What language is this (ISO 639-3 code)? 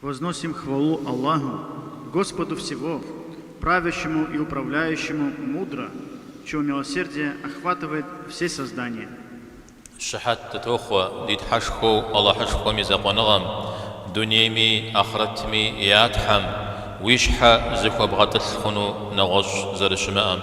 kbd